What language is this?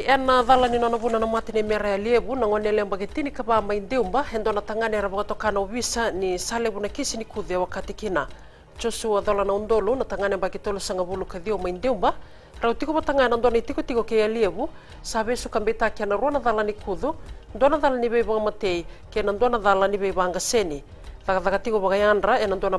Fijian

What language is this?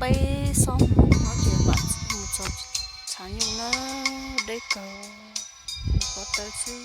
Hmong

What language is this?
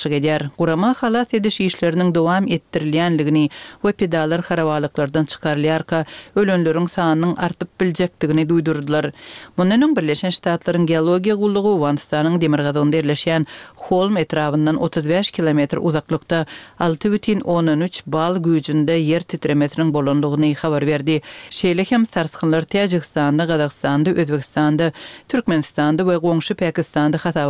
Kyrgyz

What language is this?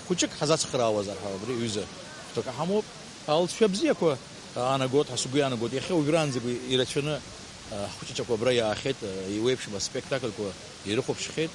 Abkhazian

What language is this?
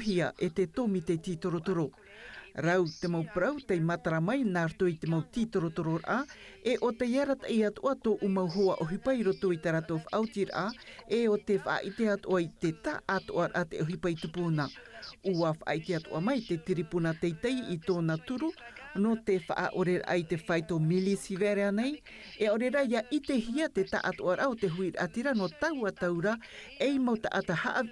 Tahitian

